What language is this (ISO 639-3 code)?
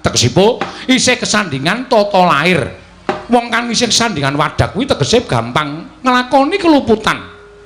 jav